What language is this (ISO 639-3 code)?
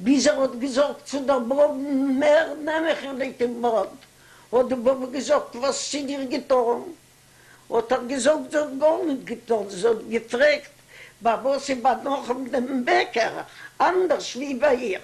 yid